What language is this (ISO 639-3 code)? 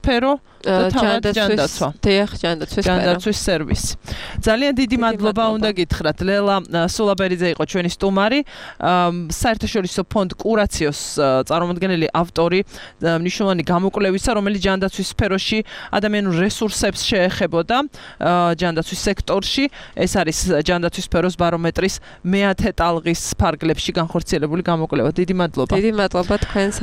kat